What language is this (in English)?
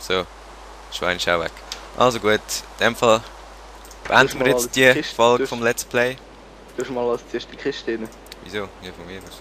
Swiss German